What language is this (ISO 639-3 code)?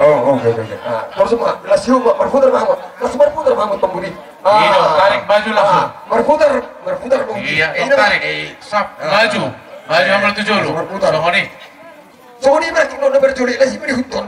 bbc